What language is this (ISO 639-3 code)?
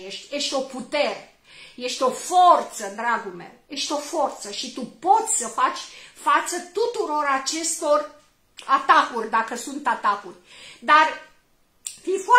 ron